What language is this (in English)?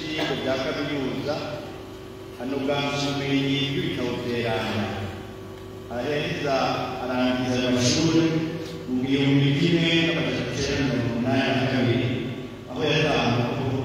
Rundi